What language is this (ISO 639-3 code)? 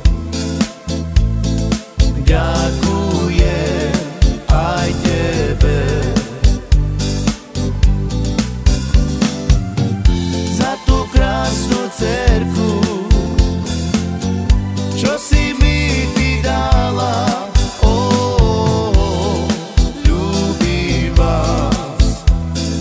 slk